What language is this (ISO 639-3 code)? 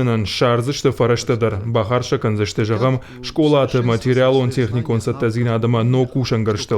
oss